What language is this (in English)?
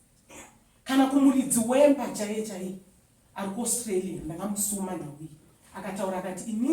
Shona